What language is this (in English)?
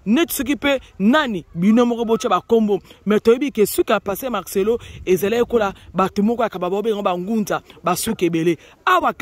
Lingala